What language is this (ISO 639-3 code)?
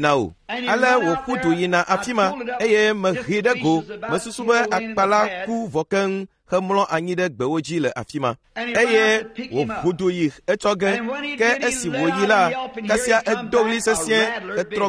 ewe